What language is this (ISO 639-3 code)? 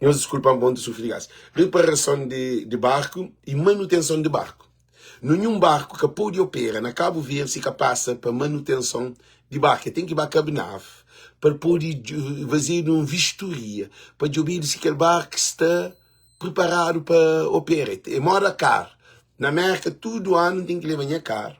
kea